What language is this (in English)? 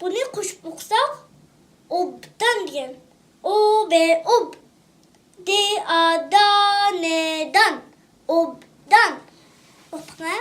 Uyghur